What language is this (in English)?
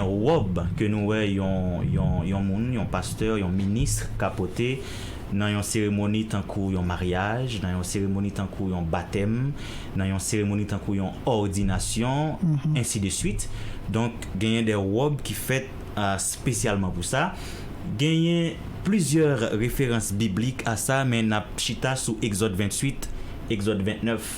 Haitian Creole